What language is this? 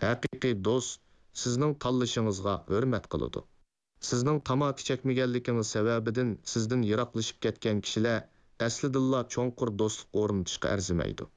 Uyghur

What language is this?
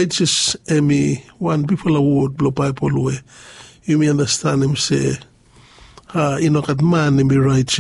Bislama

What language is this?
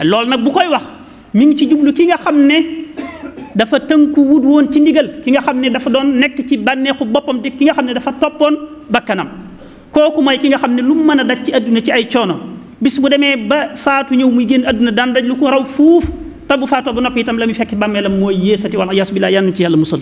Wolof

